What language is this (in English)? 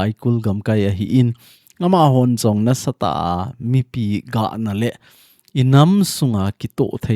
Thado Chin